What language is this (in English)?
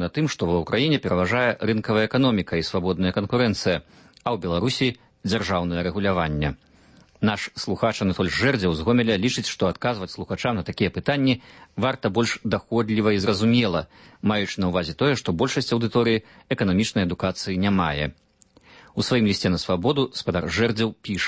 Belarusian